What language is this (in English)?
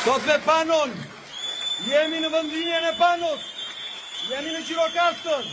Albanian